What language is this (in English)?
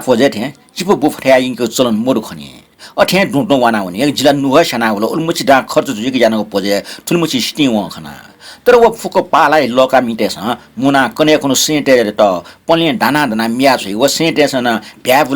Newari